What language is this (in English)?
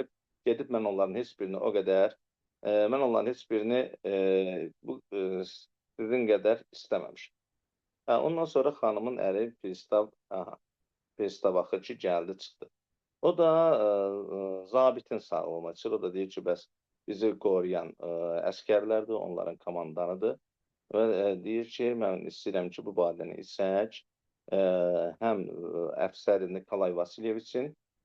Azerbaijani